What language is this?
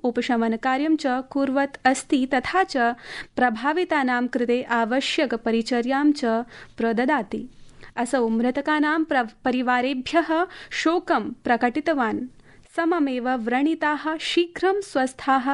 Sanskrit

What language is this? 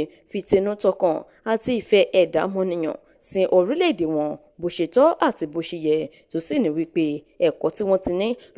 Yoruba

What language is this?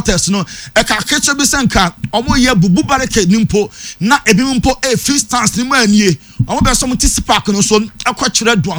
Akan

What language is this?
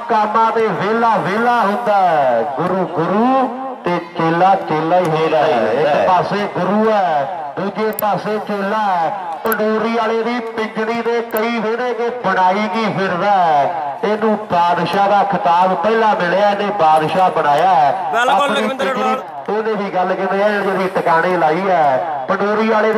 Punjabi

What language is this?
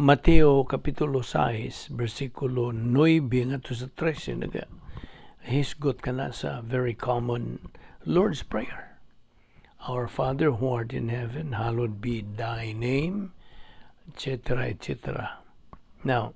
Cebuano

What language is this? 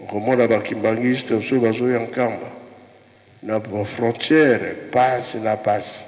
Lingala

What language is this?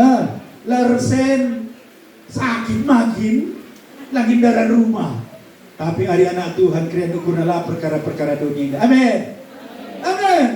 Batak Karo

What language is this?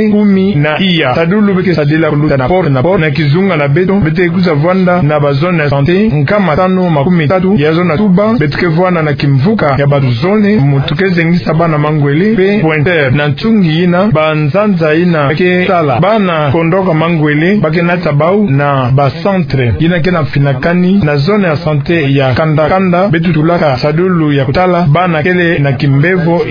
Kituba (Democratic Republic of Congo)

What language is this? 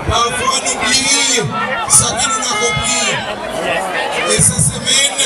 Seselwa Creole French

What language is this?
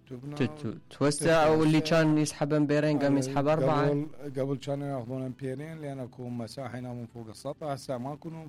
Mesopotamian Arabic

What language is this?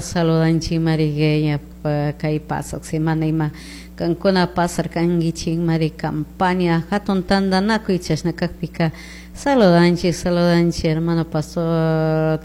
Chimborazo Highland Quichua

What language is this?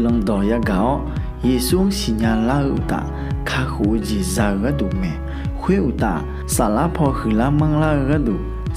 Akha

